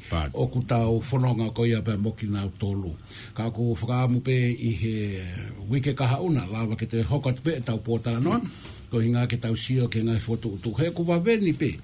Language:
Tongan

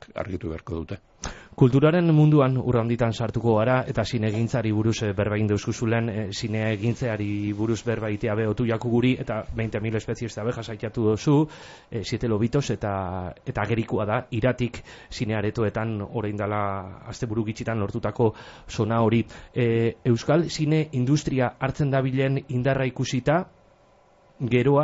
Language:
Basque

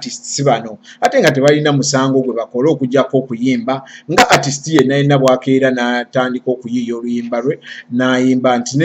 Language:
Ganda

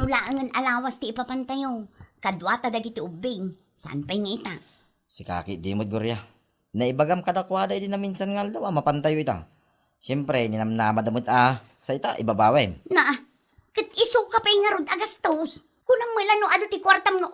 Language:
Iloko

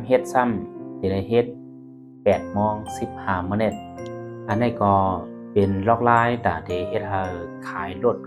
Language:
Shan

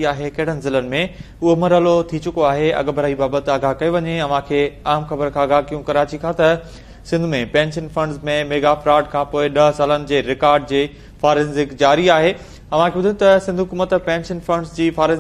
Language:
Sindhi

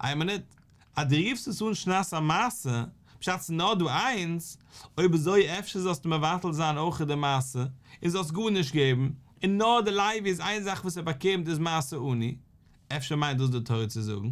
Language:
Yiddish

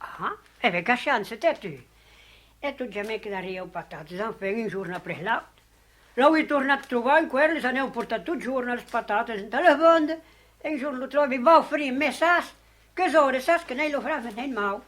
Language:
Occitan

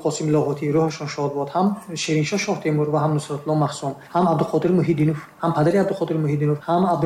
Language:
Tajik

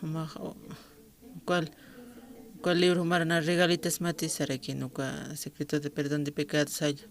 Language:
Aymara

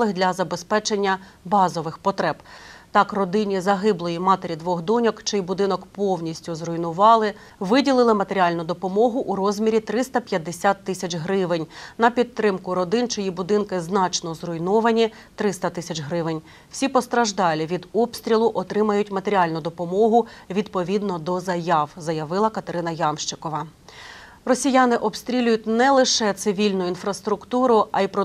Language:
Ukrainian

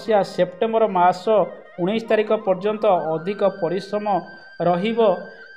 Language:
Odia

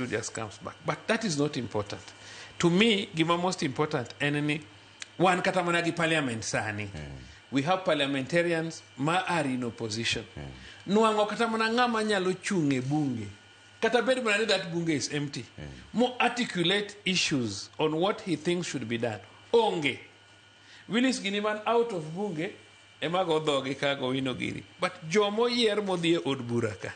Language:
Luo (Kenya and Tanzania)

